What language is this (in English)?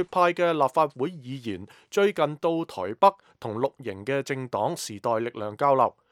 Cantonese